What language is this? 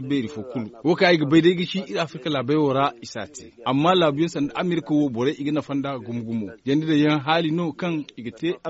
Zarma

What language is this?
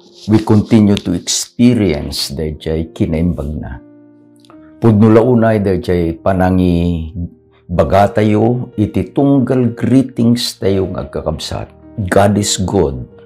Iloko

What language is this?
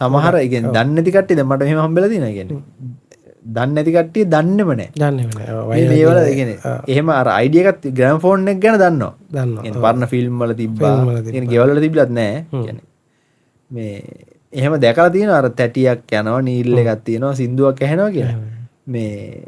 Sinhala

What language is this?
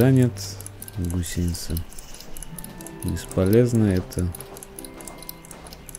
Russian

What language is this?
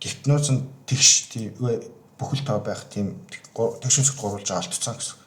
Mongolian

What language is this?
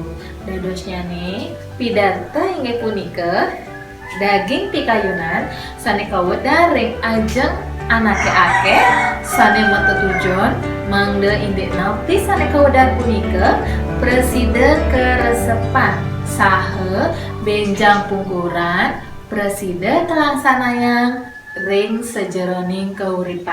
Balinese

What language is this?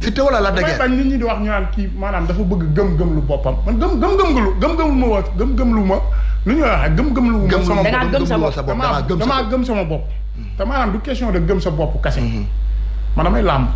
Wolof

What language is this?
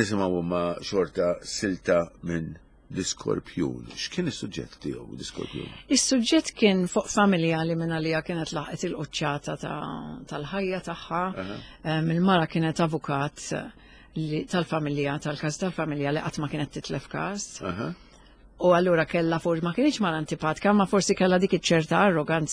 Maltese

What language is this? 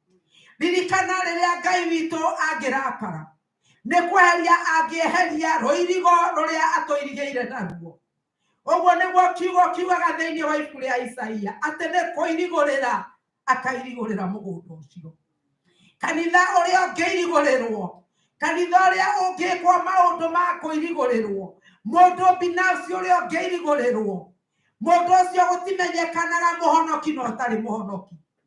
Kikuyu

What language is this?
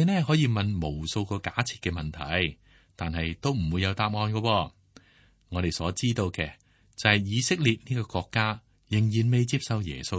Cantonese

